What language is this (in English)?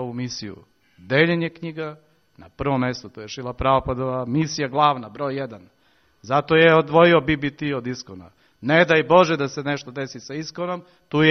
Serbian